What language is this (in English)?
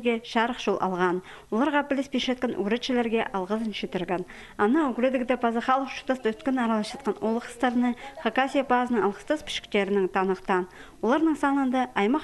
Khakas